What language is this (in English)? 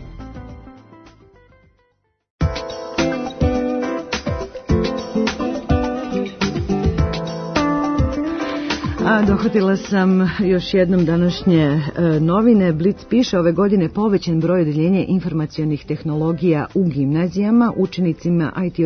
Serbian